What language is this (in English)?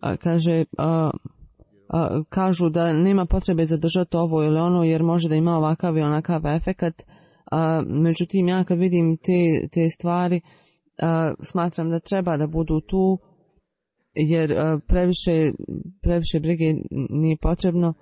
Bosnian